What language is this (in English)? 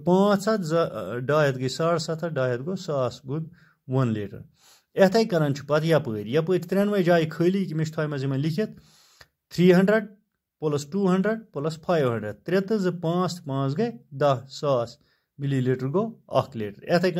Kashmiri